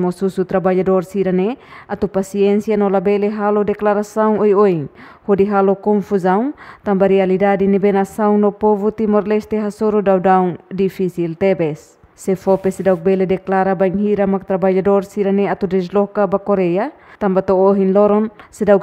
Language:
Tetum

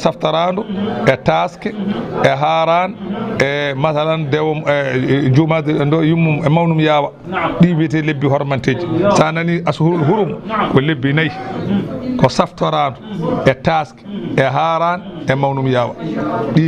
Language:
Fula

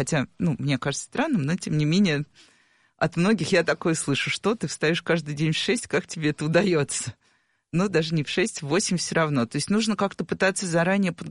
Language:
Russian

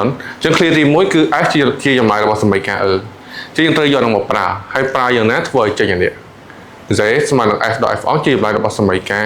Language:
Khmer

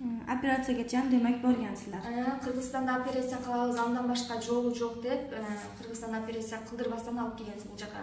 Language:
Kyrgyz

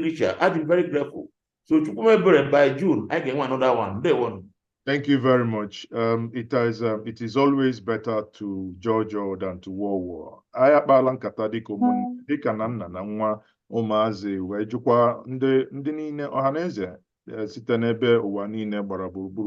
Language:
Igbo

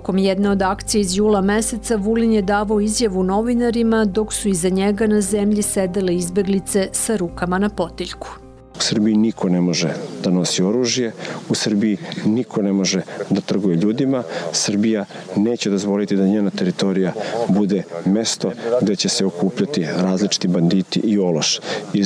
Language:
Serbian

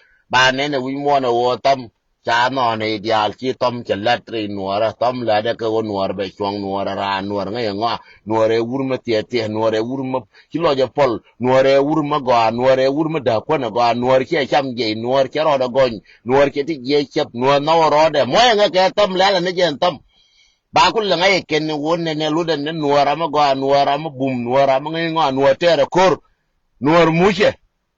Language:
Nuer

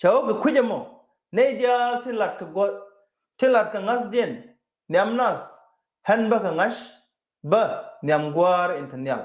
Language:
Nuer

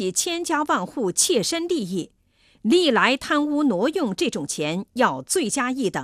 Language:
Chinese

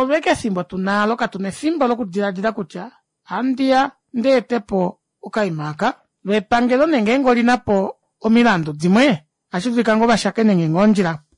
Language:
Kuanyama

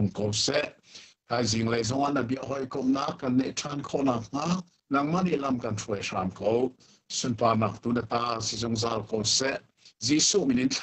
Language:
Hakha Chin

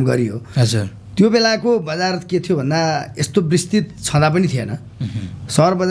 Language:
Nepali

